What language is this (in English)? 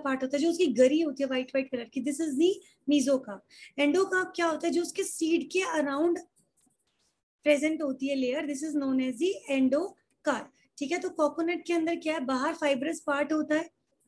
Hindi